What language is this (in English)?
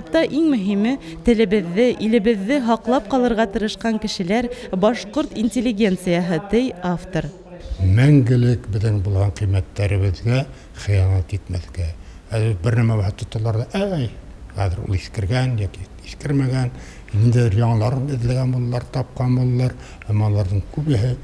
Bashkir